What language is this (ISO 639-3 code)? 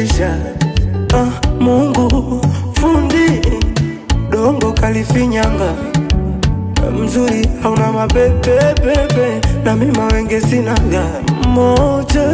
swa